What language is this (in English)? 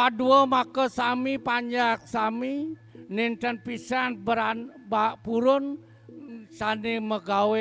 Balinese